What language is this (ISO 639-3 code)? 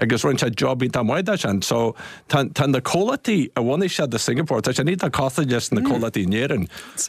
gle